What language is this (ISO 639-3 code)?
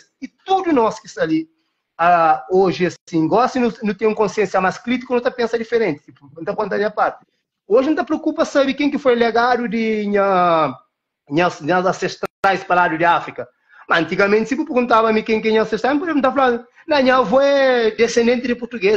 kea